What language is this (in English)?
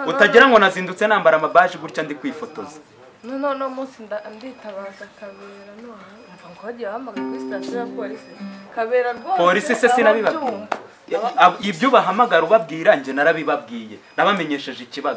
Kinyarwanda